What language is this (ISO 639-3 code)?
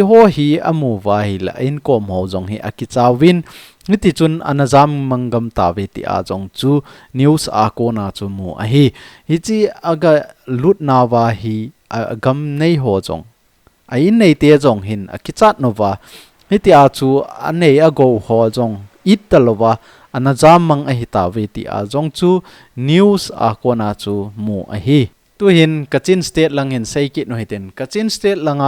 tcz